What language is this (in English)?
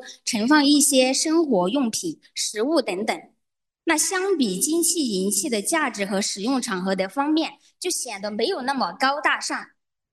Chinese